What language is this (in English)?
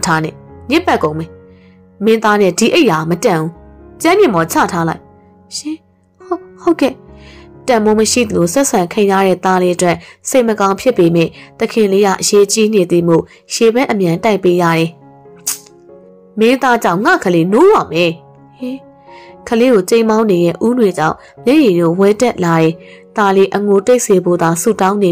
Burmese